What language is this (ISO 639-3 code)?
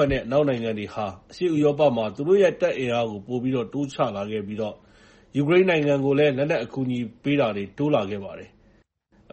mya